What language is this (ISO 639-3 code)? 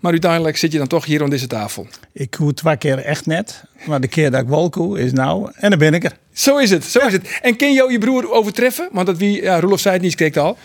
fry